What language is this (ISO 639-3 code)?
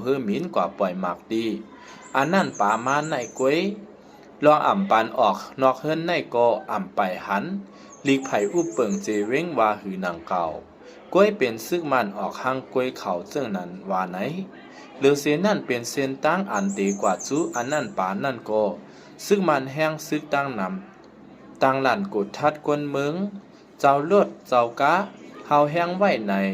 shn